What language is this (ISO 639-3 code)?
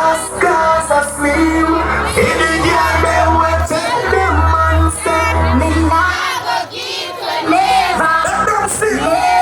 jam